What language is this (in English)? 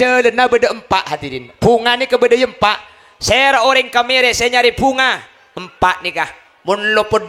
Madurese